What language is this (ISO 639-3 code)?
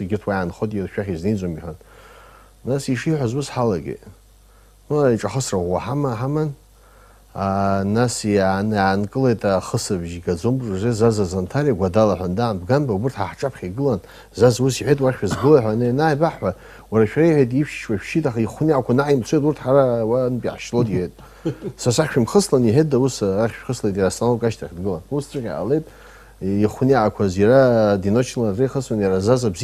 abk